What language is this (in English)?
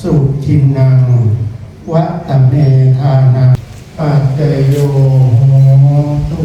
Pali